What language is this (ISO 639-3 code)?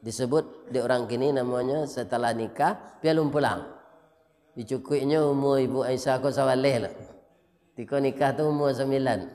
min